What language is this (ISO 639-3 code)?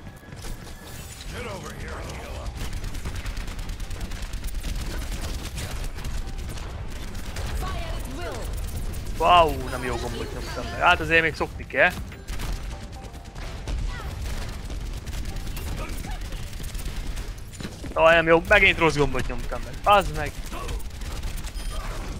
hun